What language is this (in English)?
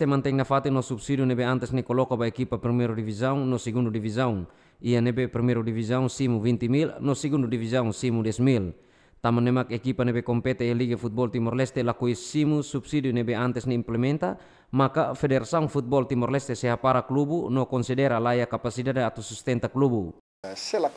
Tetum